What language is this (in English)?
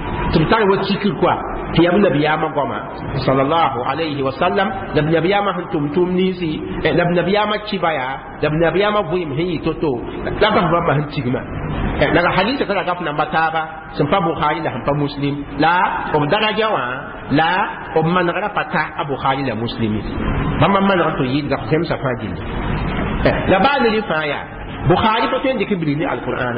Mossi